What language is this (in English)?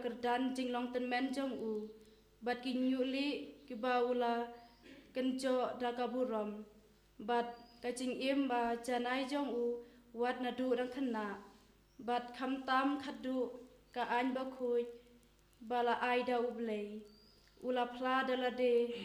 Khasi